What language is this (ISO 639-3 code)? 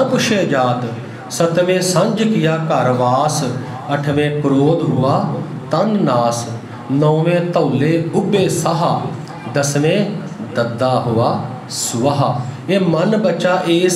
pan